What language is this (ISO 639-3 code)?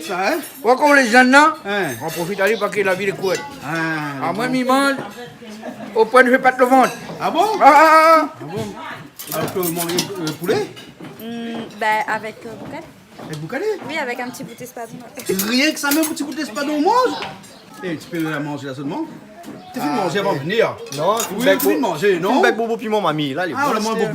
rcf